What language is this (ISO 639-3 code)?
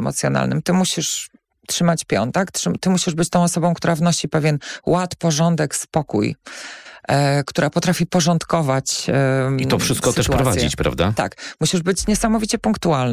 pol